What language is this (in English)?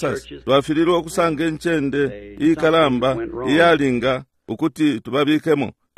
Bemba